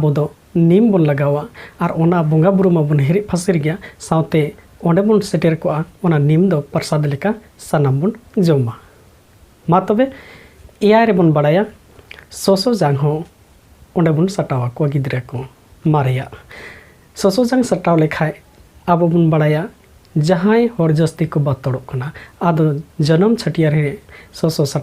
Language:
Santali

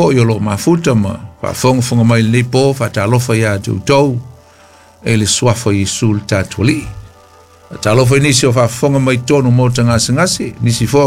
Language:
Samoan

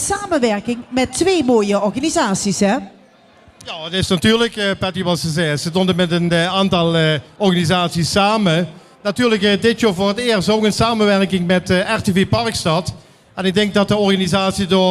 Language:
Limburgish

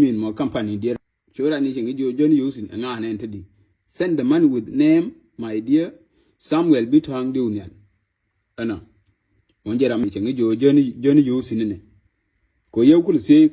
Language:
Nuer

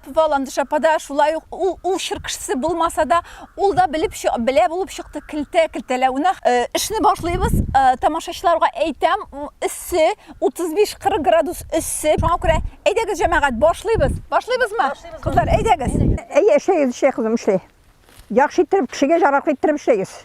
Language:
Tatar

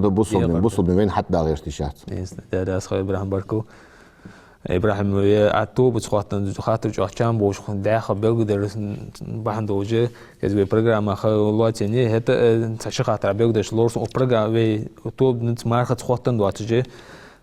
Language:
Ingush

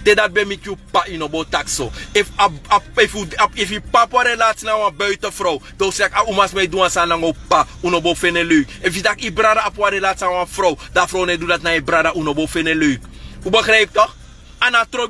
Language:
Sranan Tongo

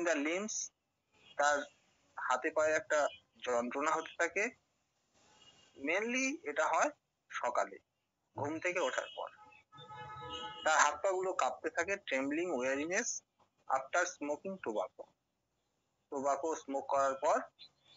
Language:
Bangla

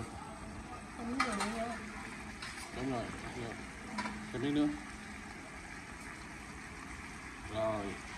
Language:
Vietnamese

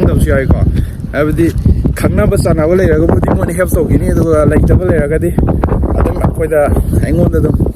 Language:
Manipuri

